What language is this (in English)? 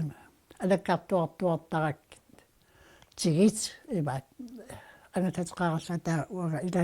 Kalaallisut